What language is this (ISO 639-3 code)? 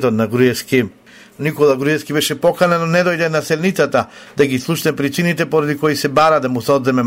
mkd